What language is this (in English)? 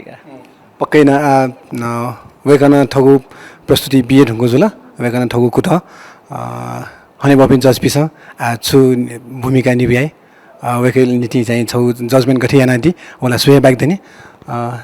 Newari